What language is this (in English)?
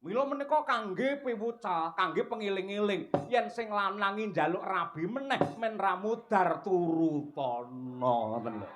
Javanese